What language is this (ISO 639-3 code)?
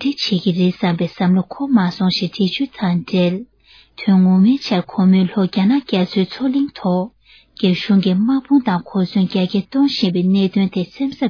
bod